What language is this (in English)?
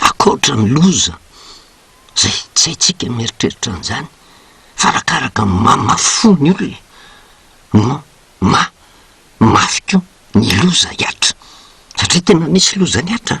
Malagasy